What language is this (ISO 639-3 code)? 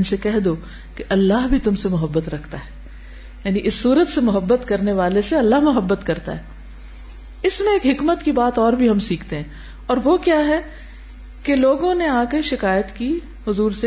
urd